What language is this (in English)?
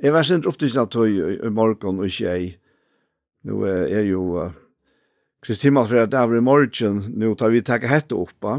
Faroese